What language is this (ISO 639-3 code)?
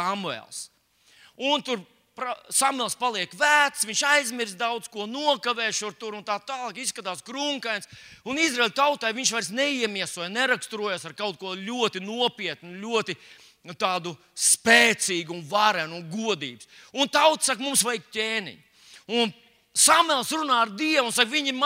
lav